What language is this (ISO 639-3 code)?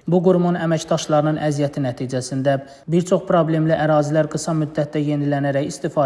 aze